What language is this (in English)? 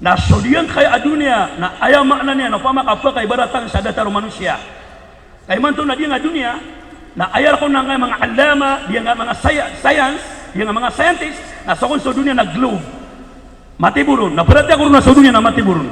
Maranao